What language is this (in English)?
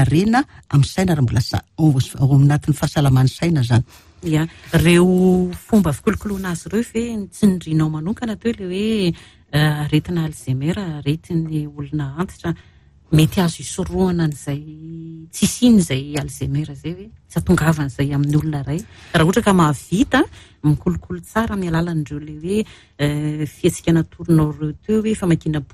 Malagasy